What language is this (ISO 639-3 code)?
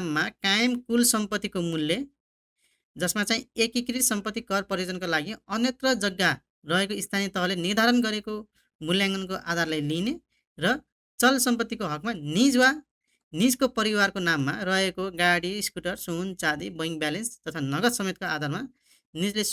nep